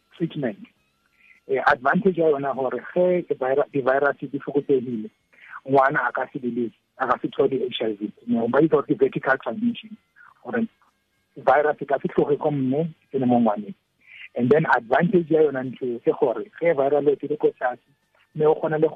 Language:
Tswana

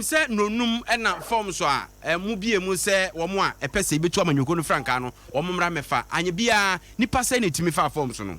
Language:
Akan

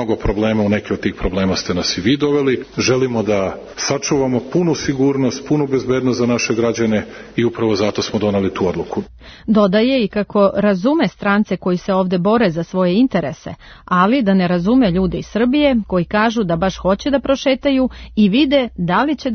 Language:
Serbian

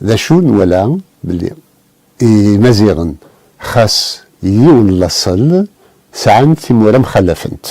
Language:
Kabyle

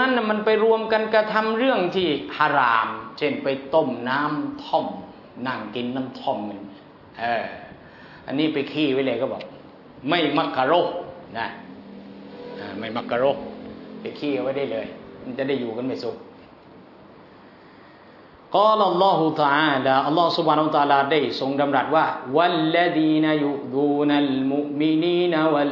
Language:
Thai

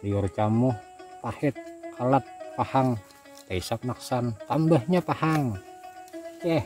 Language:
Banjar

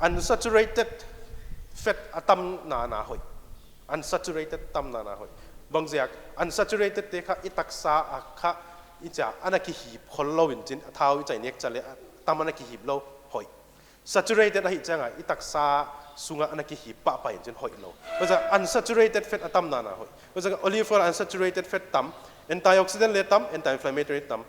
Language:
Paite Chin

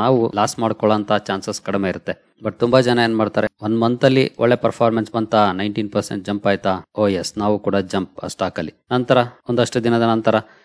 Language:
Kannada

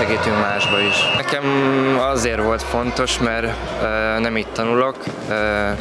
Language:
Hungarian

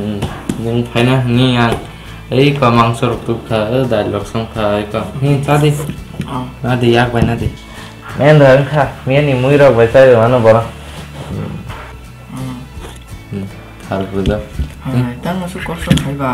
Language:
Kok Borok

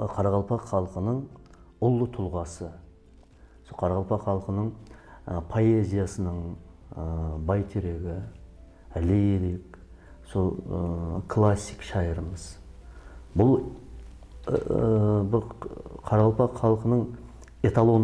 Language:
Kara-Kalpak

